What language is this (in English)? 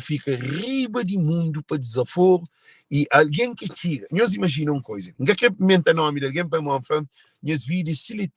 Kabuverdianu